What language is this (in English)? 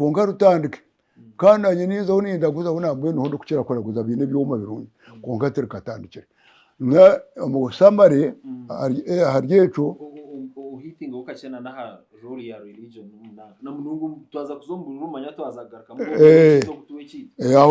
Nyankole